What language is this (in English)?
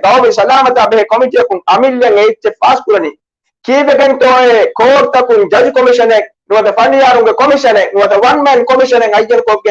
Divehi